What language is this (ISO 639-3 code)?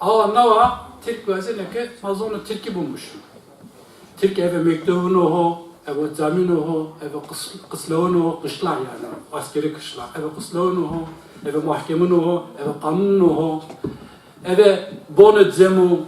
zza